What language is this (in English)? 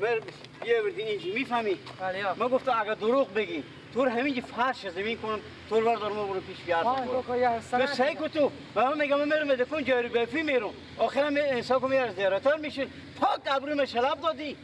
Persian